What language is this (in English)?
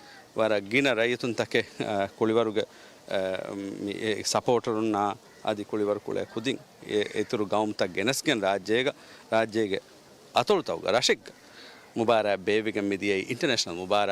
Divehi